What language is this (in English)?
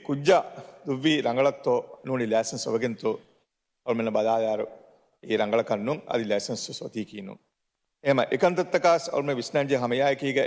Divehi